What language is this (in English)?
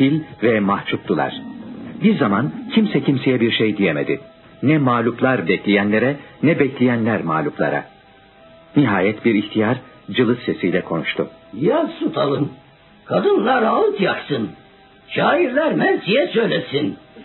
Turkish